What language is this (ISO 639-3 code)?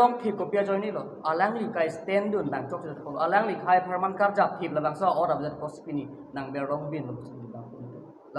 mjw